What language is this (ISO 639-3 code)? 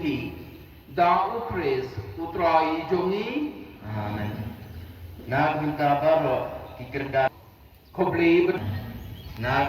kha